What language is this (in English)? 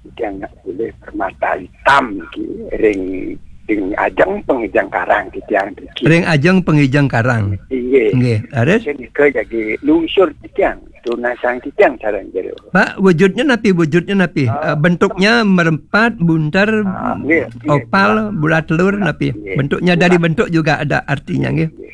Balinese